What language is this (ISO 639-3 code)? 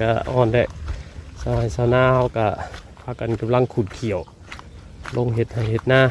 tts